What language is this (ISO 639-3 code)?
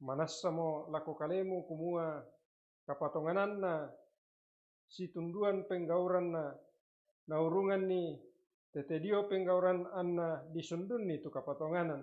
sda